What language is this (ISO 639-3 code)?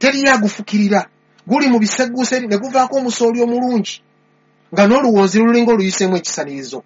lug